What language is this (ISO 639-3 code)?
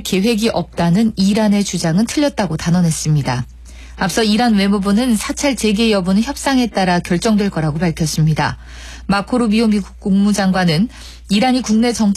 kor